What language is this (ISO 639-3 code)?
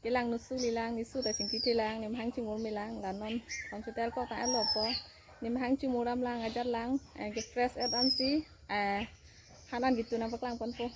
mjw